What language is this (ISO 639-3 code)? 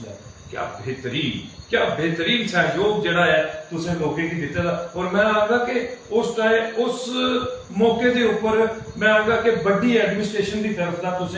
doi